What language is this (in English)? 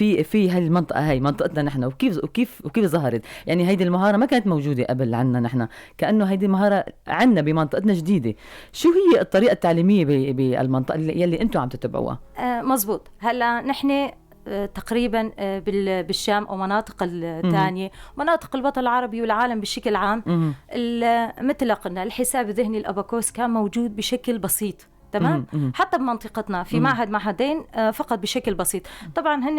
North Levantine Arabic